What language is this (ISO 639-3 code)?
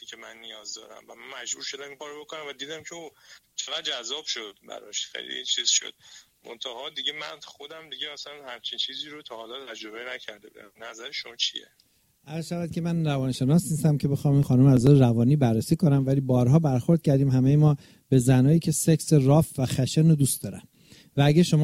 fas